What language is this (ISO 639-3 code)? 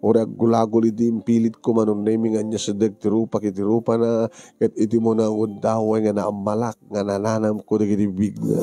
ilo